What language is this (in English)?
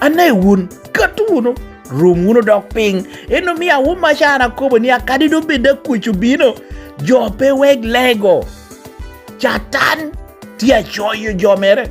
Lango (Uganda)